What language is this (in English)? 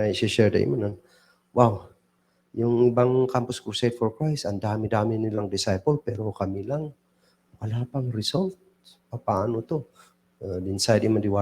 Kankanaey